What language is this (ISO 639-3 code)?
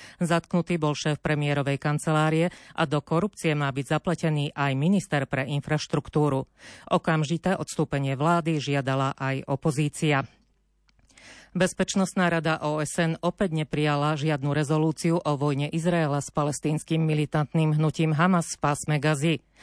slk